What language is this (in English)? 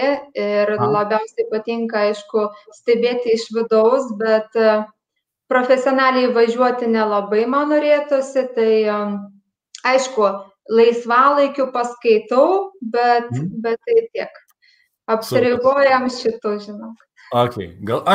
Lithuanian